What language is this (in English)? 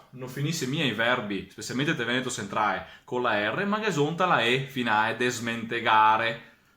Venetian